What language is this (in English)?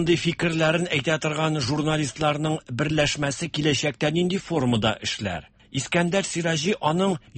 Tatar